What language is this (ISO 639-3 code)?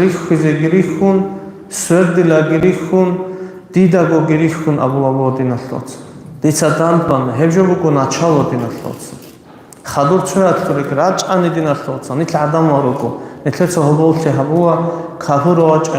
ava